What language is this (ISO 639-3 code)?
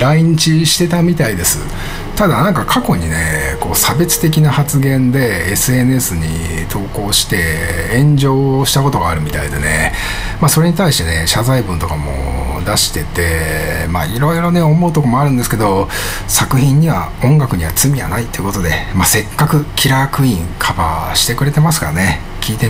jpn